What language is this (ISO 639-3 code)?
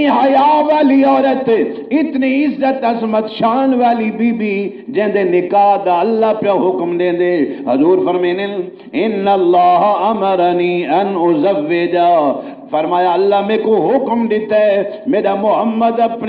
skr